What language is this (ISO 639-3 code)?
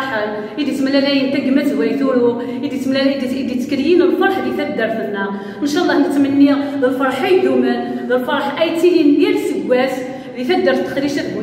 kab